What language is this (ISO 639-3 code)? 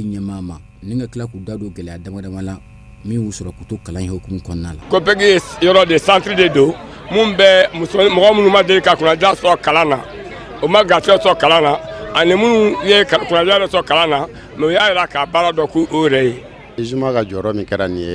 bam